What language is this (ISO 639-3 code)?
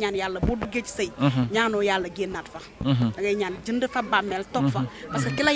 wol